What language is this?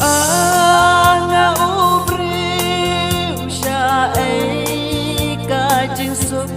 Khasi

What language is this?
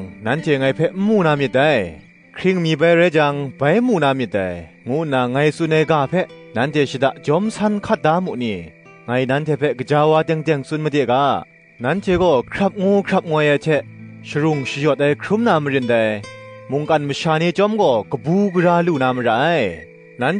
Kachin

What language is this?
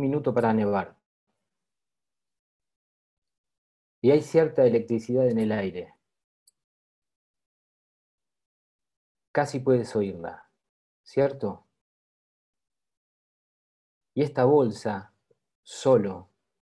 Spanish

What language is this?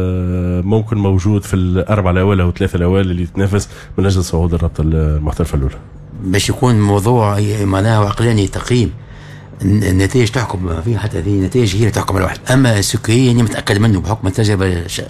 Tunisian Arabic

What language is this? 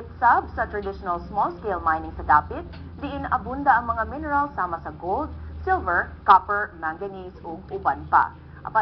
Cebuano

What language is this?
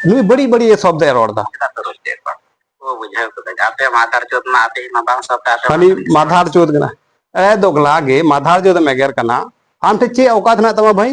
Santali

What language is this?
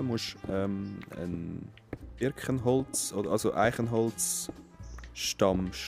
Swiss German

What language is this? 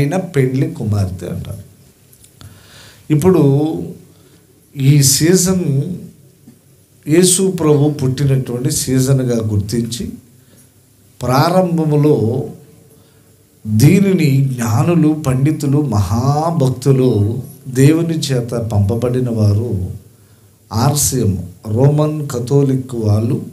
Telugu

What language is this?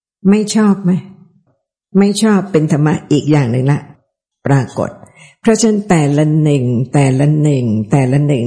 Thai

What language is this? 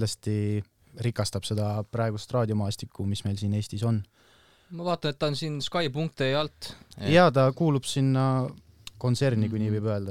Estonian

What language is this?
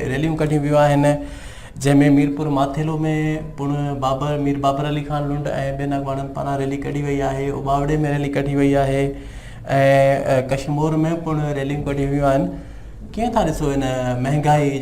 Sindhi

